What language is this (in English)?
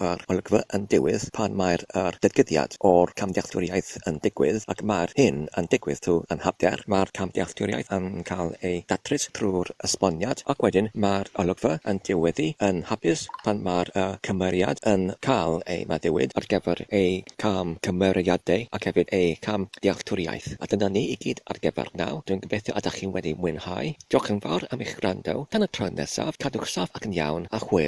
Welsh